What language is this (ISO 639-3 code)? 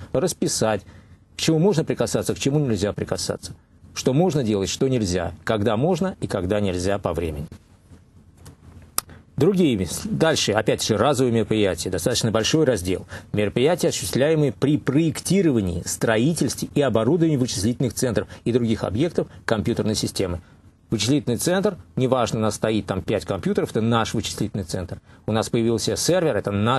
rus